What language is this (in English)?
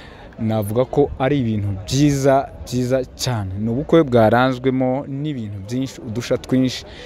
Kinyarwanda